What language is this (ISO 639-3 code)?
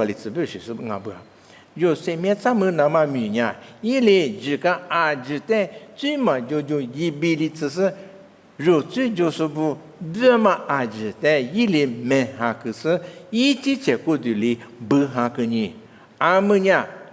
lis